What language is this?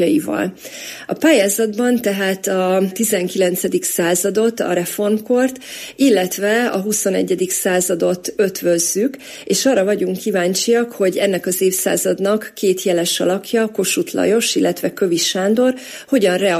Hungarian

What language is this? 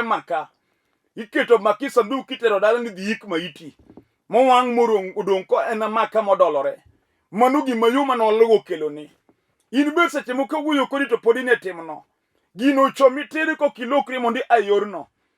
Luo (Kenya and Tanzania)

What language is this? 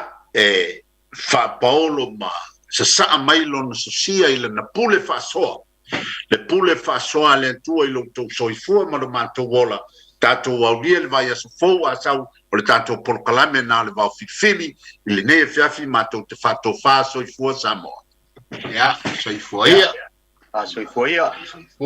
Samoan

